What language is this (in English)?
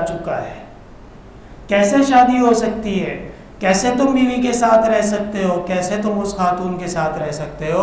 Urdu